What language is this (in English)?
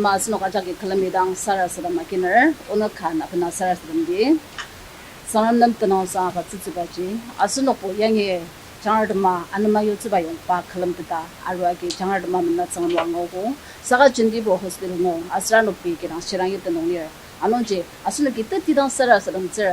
Ao Naga